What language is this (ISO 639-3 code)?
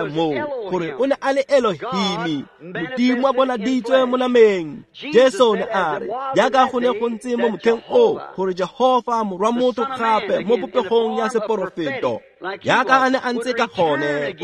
tsn